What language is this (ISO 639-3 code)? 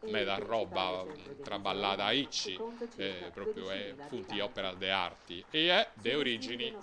srd